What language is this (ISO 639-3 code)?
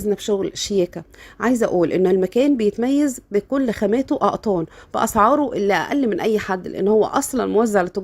arz